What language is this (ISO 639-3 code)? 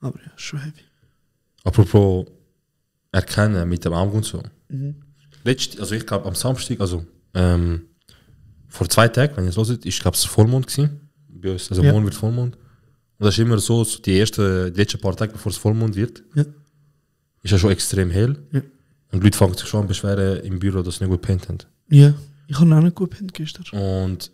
gsw